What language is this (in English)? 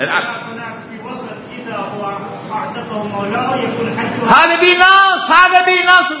Mesopotamian Arabic